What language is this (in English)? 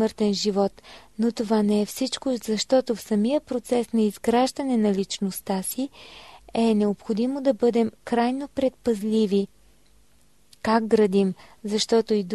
Bulgarian